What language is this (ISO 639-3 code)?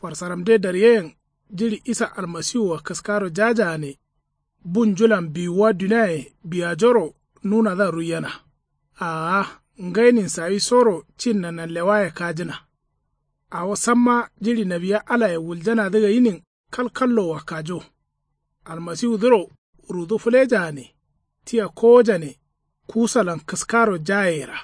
kau